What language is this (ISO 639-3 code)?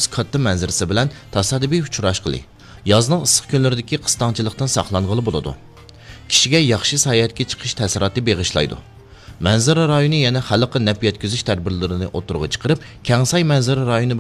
uig